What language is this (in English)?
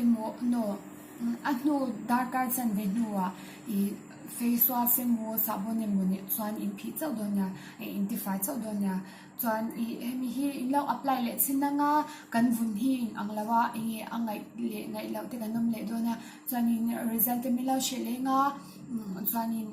Mizo